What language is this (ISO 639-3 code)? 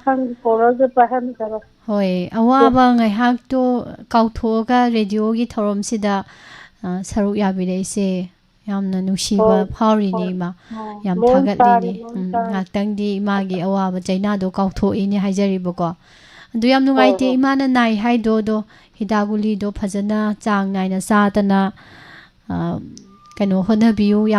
mni